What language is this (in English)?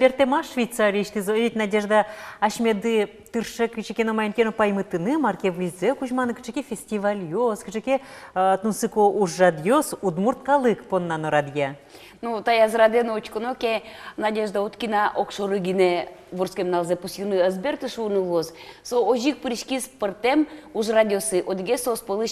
Udmurt